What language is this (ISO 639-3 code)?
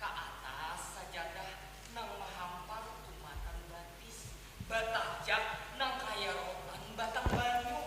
bjn